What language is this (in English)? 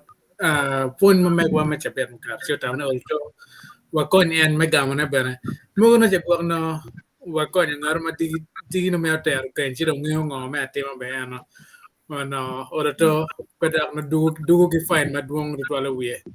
Acoli